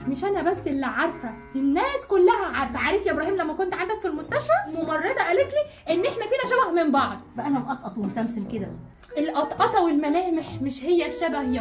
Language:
Egyptian Arabic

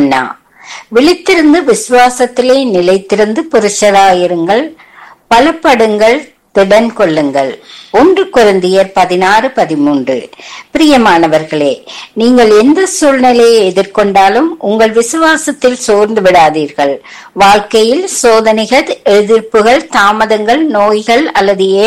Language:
Tamil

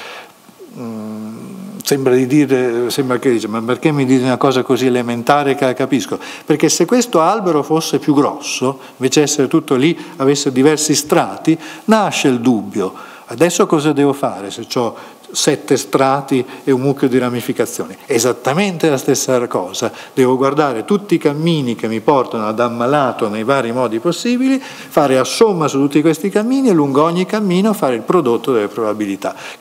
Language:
Italian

